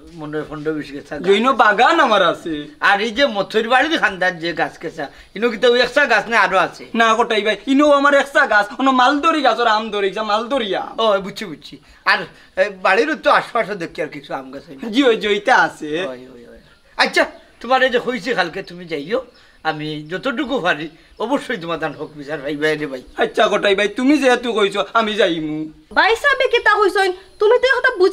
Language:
Sylheti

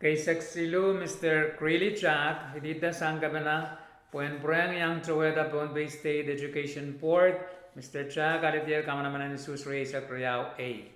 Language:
Pohnpeian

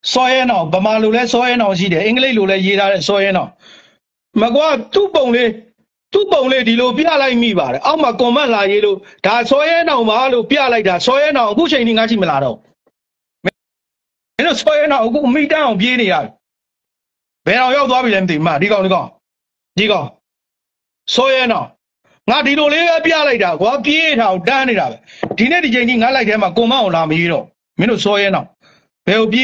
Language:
Burmese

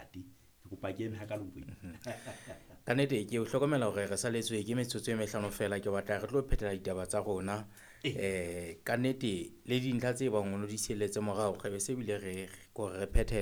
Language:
Southern Sotho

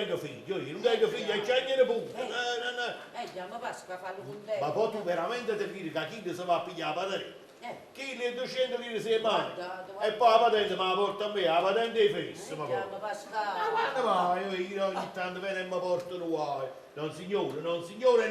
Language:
Neapolitan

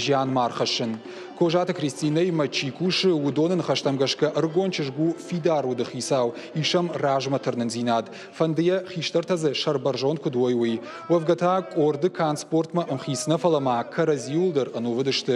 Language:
Ossetic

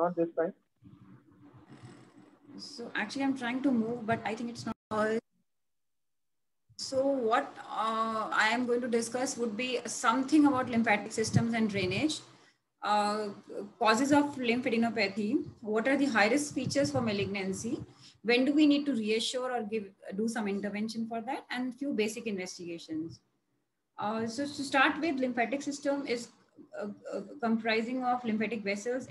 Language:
English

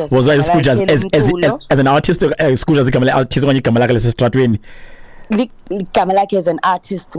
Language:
Xhosa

